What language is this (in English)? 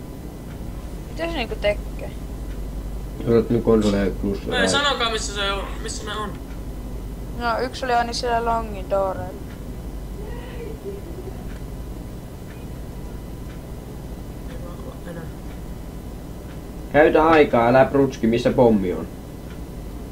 Finnish